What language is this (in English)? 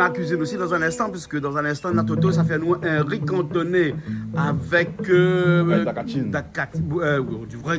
Réunion Creole French